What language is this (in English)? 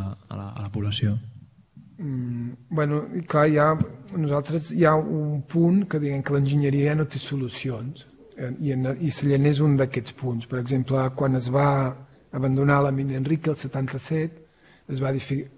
Catalan